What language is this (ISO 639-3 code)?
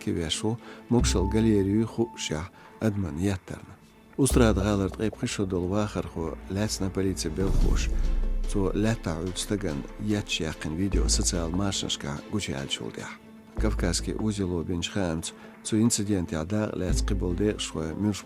che